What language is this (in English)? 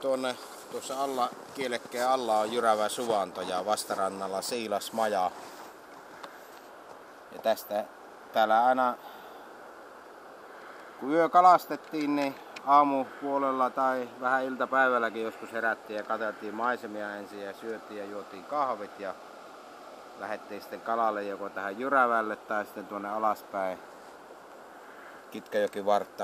Finnish